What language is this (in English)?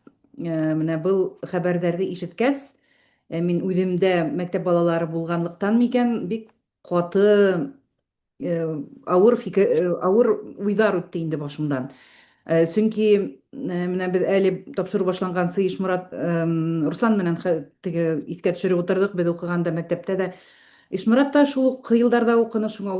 Bashkir